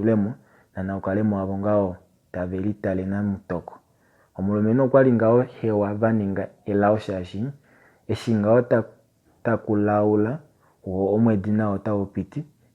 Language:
Kuanyama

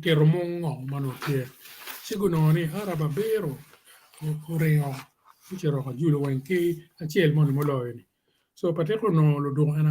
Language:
Acoli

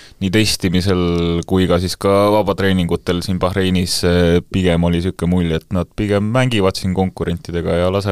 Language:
Estonian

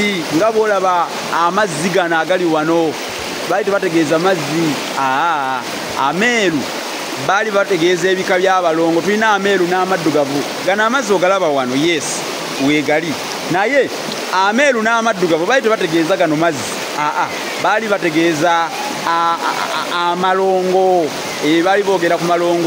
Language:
Ganda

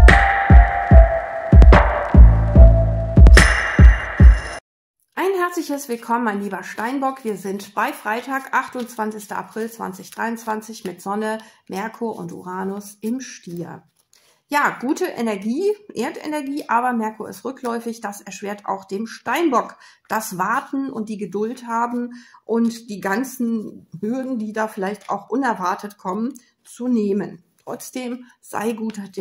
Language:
German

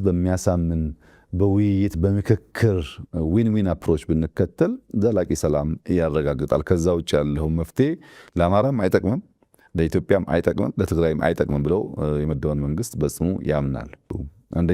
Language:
Amharic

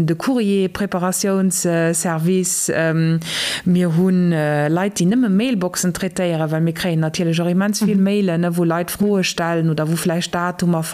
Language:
Luxembourgish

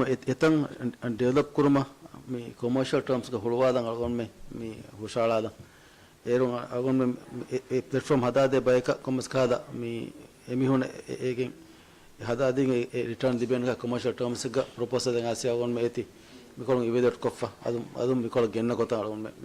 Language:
Divehi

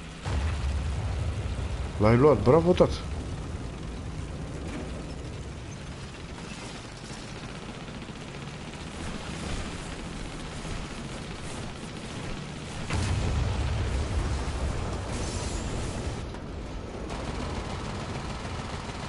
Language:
Romanian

